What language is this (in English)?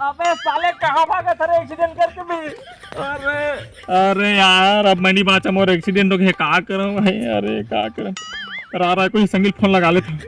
Chhattisgarhi